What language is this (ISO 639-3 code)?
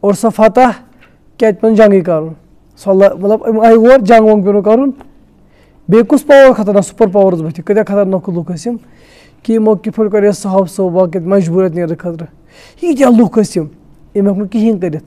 kas